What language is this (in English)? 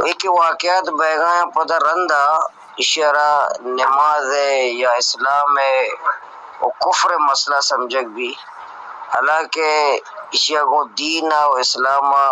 Baluchi